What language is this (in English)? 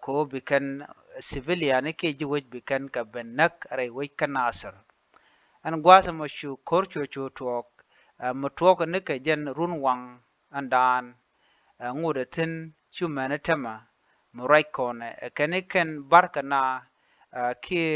Nuer